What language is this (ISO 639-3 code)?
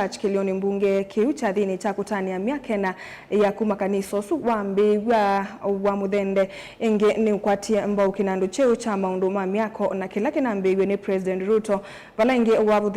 kam